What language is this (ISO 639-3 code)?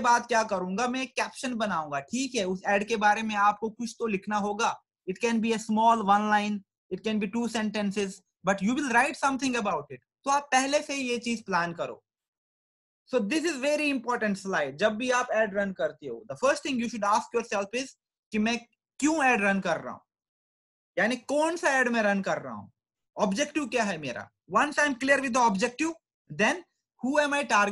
hin